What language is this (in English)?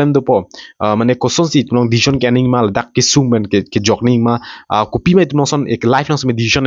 Karbi